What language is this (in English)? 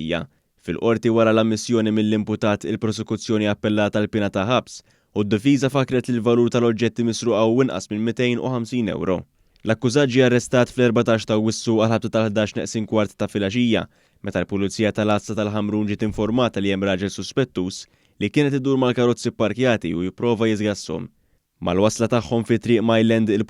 Maltese